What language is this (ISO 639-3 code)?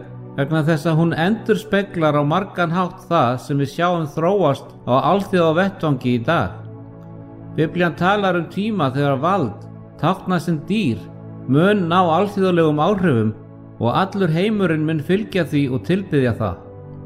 isl